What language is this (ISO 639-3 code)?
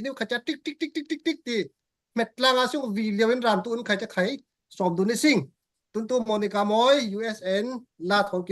cfm